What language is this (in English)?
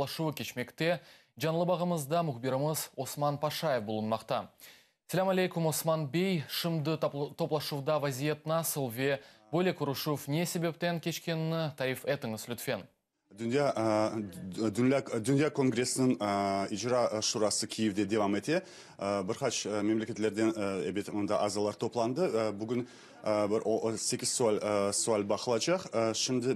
Crimean Tatar